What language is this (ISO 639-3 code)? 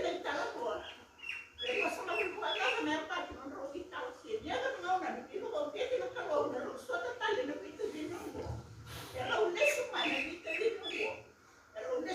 fij